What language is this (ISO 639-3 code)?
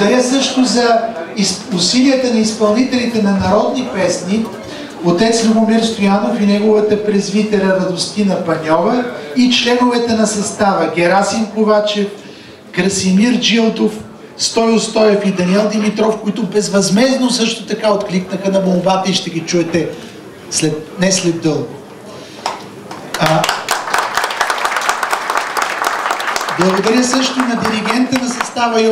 bul